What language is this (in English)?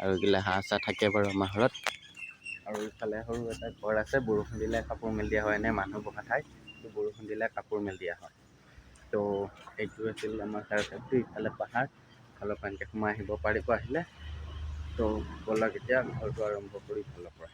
Assamese